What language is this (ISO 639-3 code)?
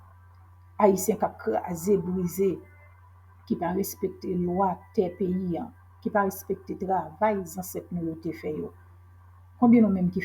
hat